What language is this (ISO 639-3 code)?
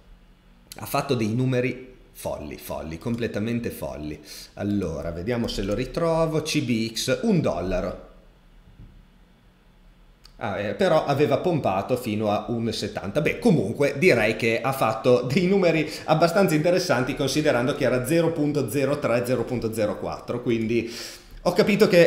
ita